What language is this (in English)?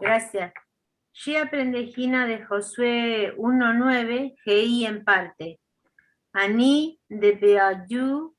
Guarani